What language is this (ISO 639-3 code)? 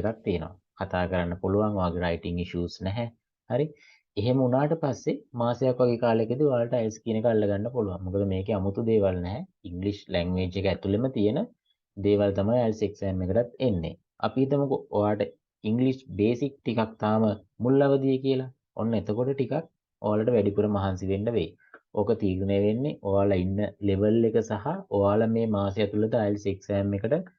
sin